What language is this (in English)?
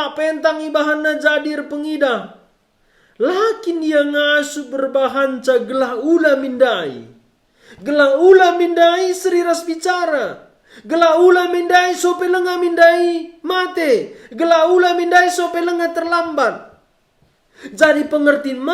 Batak Karo